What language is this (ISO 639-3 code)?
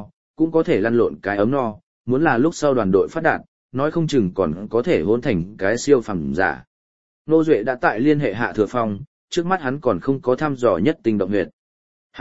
vie